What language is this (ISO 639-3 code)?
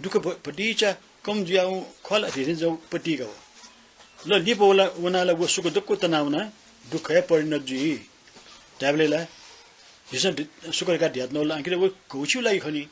new